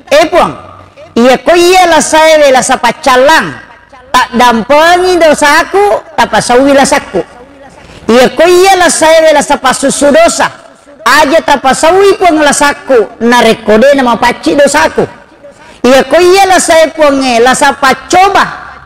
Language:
Buginese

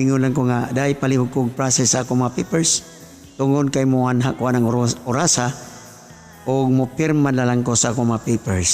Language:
Cebuano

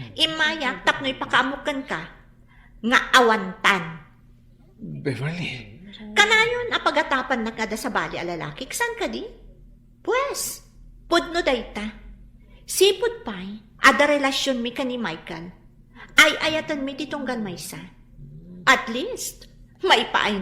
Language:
Iloko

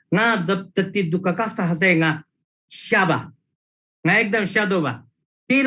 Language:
Eastern Tamang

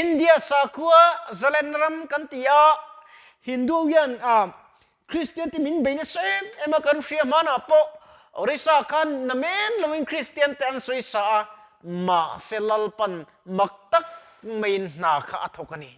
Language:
Mizo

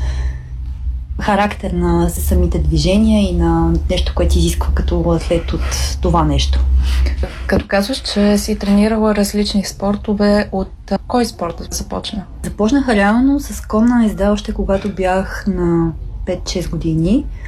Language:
Bulgarian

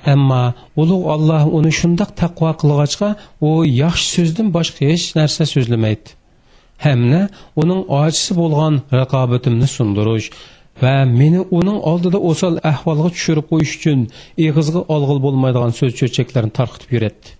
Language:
Uyghur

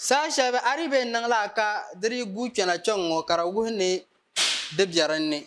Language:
Dagbani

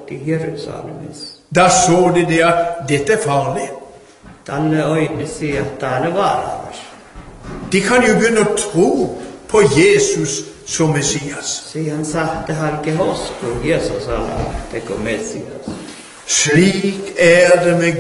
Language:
Norwegian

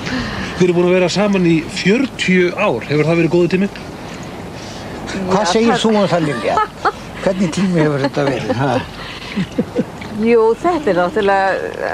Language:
Icelandic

